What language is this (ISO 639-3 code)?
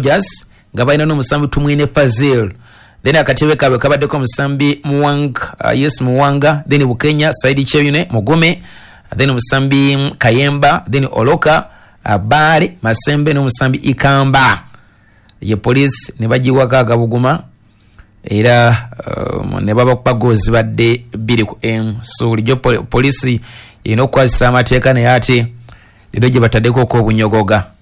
lug